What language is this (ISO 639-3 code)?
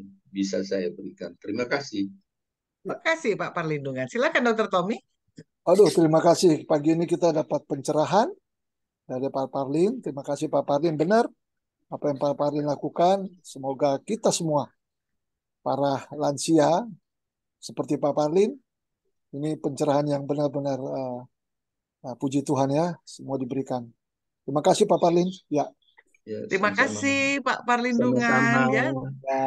ind